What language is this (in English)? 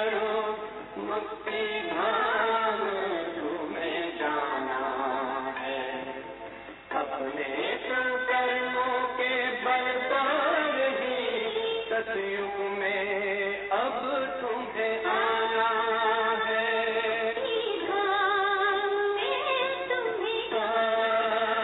Hindi